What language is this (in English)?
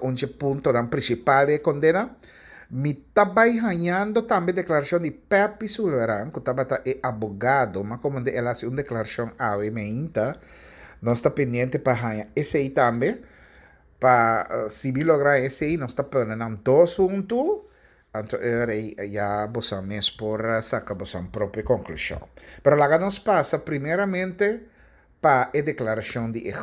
Papiamento